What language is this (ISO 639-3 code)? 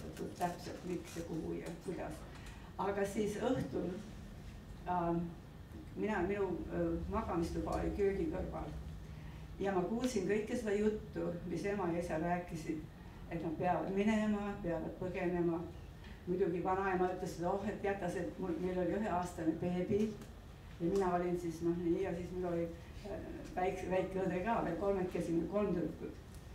est